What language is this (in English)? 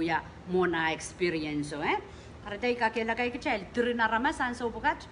Pohnpeian